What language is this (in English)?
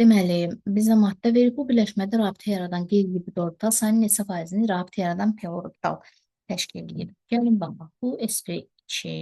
Azerbaijani